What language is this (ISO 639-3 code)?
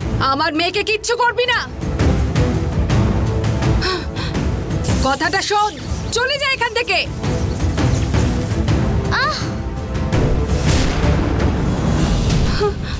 ben